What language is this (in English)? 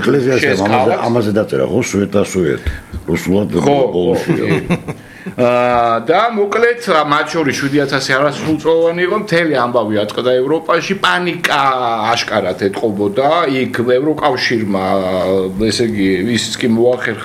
Georgian